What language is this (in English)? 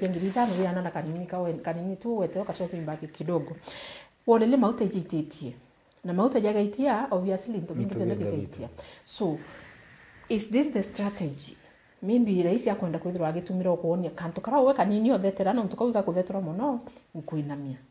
Meru